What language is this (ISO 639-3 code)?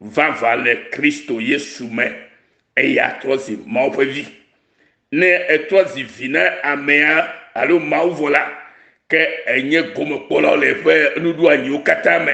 ewe